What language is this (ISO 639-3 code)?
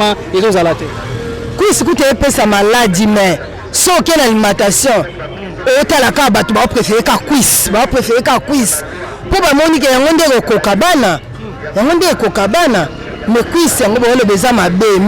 lin